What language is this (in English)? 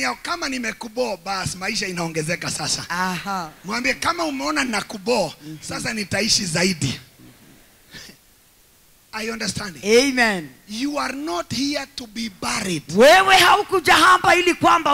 Swahili